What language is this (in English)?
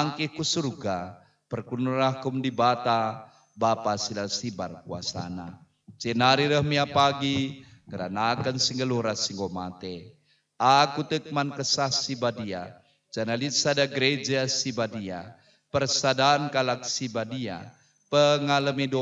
Batak Karo